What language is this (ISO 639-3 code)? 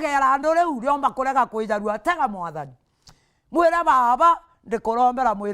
mer